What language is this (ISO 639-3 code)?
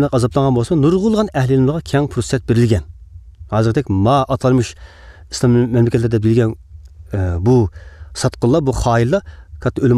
uig